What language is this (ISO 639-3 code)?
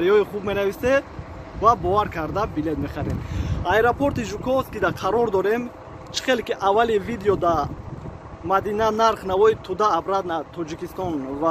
tgk